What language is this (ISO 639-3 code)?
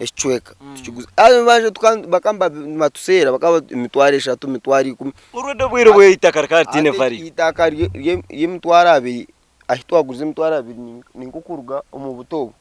nyn